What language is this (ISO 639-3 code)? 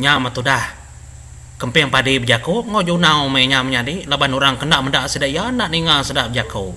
iba